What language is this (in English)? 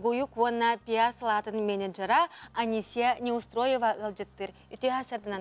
Yakut